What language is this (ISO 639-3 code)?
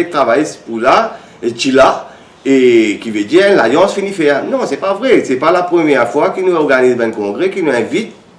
mfe